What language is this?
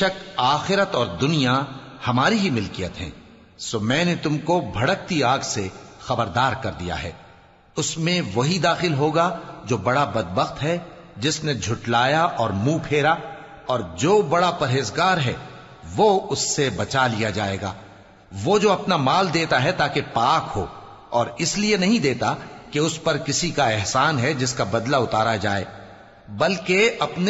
Urdu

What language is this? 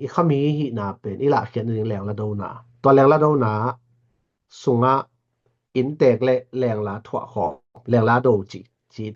Tedim Chin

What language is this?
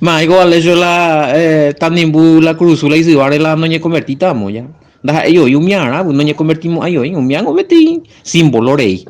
Guarani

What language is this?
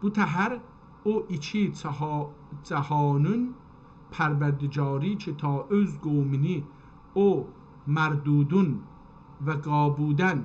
South Azerbaijani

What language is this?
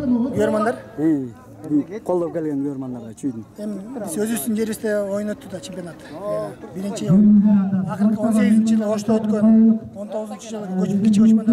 Kyrgyz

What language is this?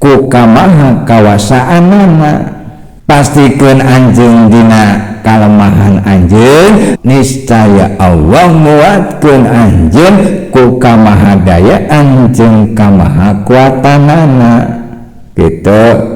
Sundanese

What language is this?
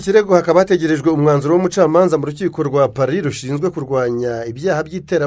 Kinyarwanda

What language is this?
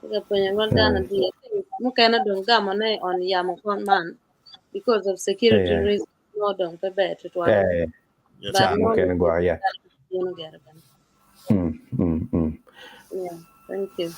Acoli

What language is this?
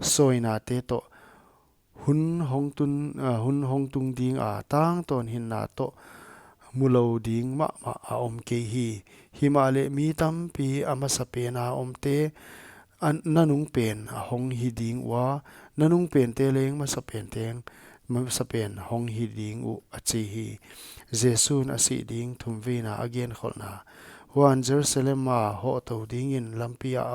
Paite Chin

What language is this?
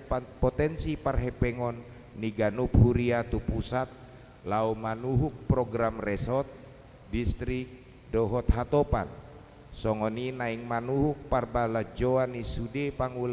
Batak Toba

